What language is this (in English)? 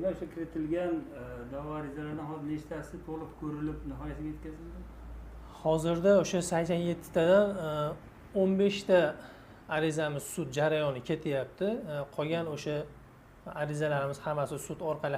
Uzbek